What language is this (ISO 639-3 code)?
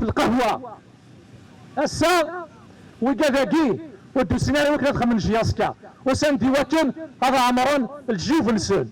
kab